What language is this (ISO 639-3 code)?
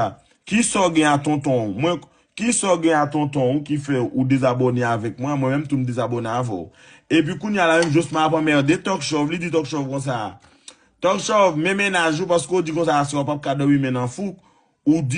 hat